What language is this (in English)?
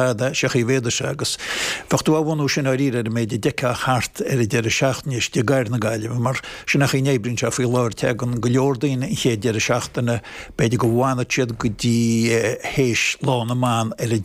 Irish